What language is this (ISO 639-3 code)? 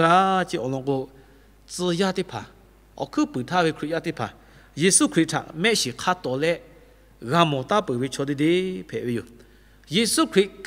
lhu